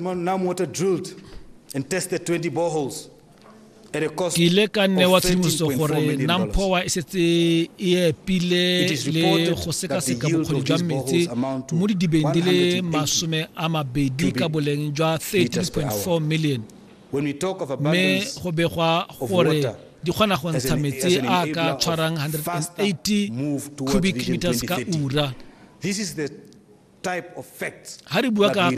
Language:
Tswana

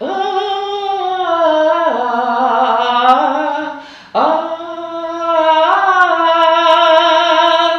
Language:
Chuvash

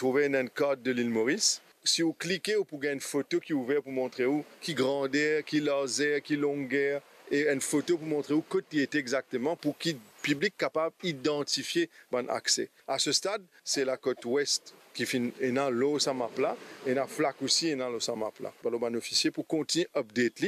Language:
Morisyen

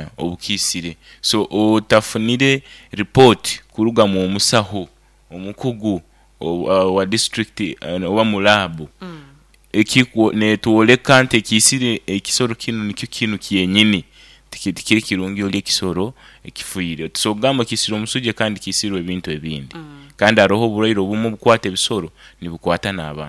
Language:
Nyoro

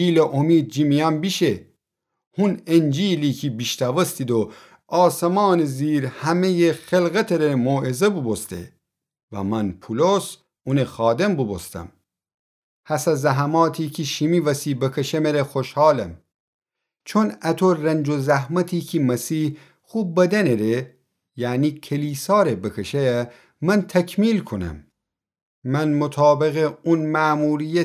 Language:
Gilaki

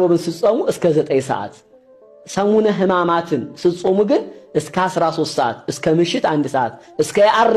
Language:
Amharic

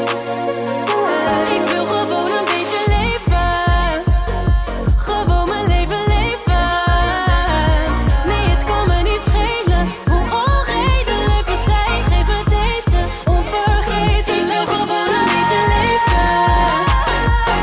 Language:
Dutch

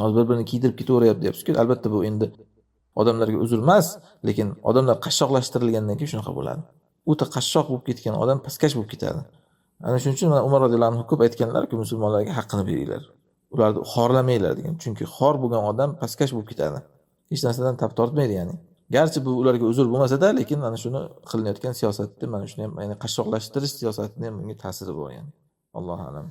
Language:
Uzbek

